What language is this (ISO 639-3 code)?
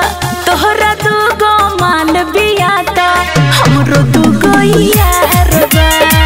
bho